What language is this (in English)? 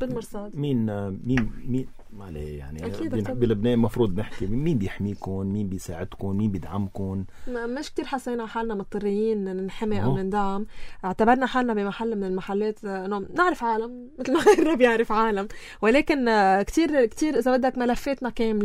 North Levantine Arabic